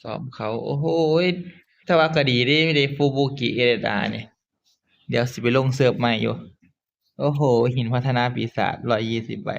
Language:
Northeastern Thai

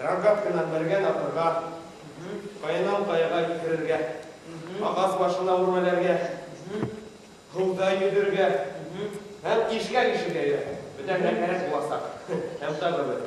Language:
Bashkir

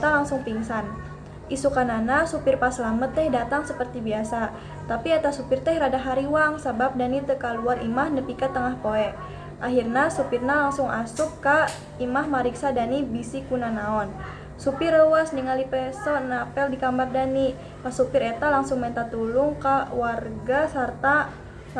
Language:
Sundanese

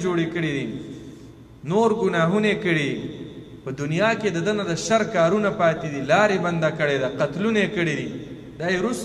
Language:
Pashto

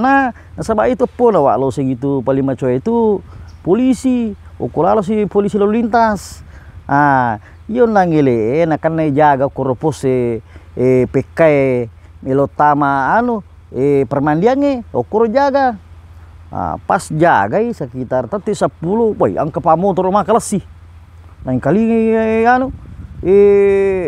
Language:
Buginese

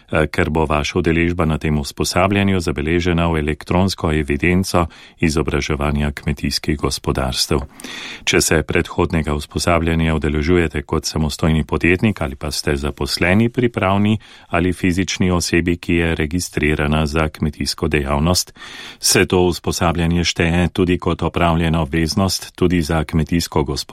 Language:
Slovenian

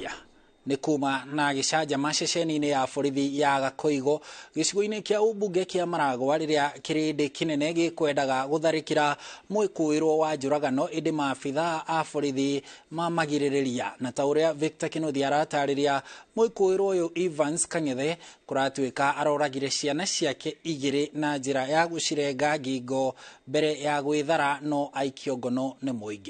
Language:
Kikuyu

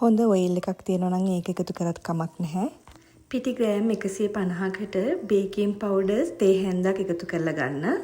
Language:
Sinhala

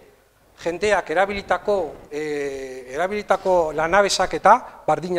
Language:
Basque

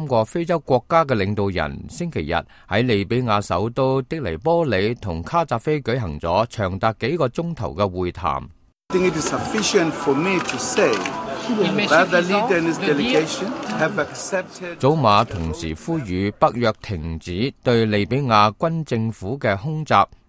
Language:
Cantonese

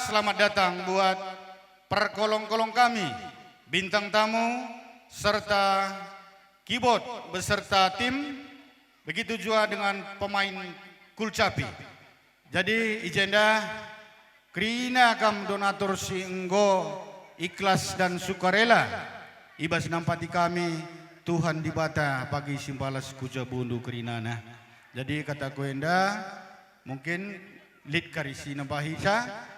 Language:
Batak Karo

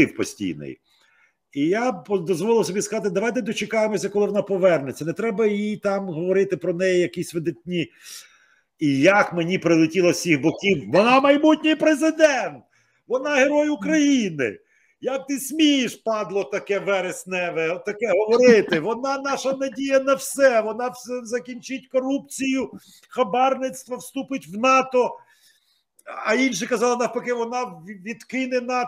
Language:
Ukrainian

